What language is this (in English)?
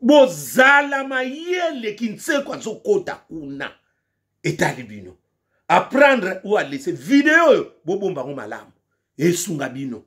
Lingala